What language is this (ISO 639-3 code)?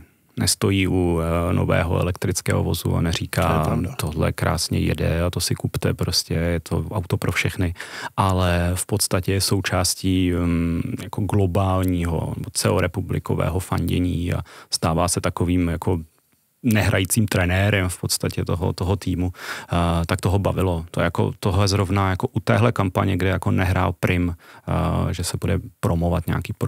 ces